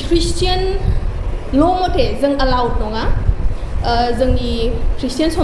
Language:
Bodo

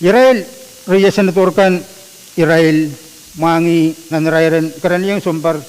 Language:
Pohnpeian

